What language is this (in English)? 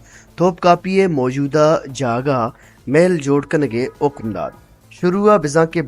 Baluchi